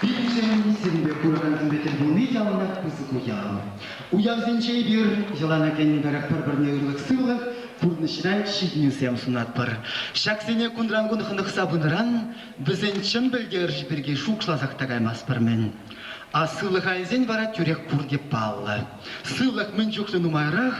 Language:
Chuvash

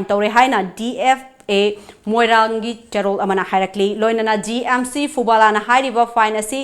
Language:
Manipuri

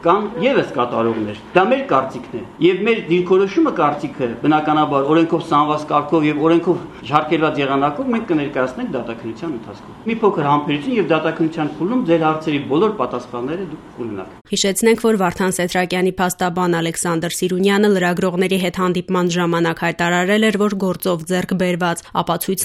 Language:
Armenian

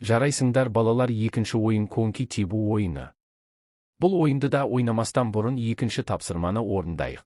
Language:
Kazakh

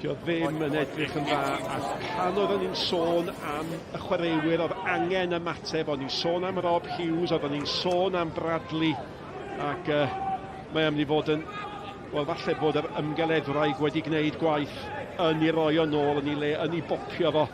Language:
Welsh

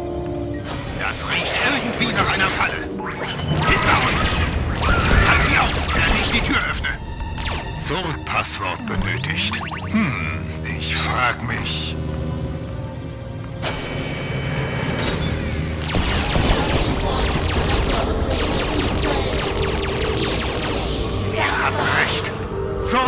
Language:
German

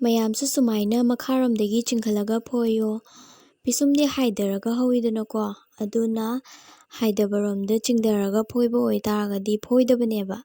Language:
Manipuri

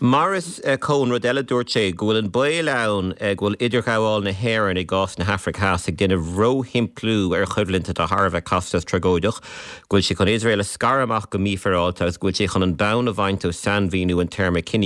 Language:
Irish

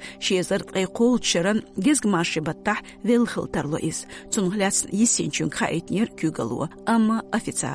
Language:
Chechen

